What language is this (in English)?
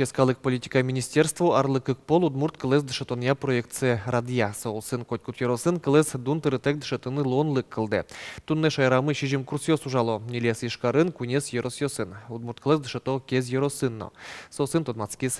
Udmurt